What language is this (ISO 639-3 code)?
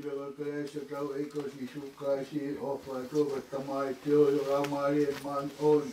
ton